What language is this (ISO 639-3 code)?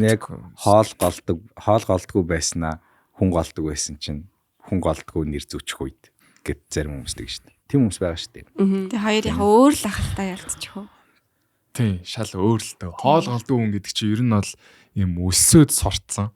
mon